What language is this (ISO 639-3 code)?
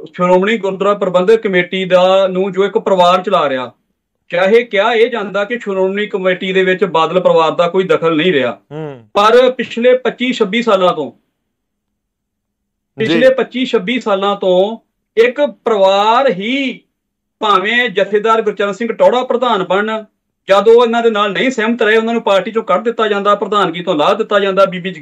pan